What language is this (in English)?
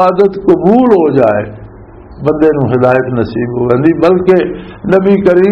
Western Panjabi